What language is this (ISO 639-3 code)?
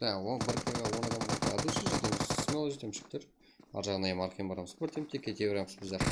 kaa